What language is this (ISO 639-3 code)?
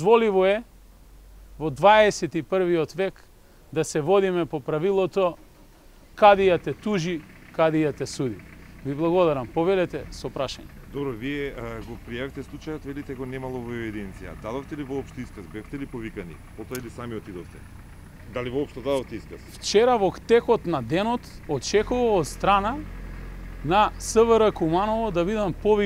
mkd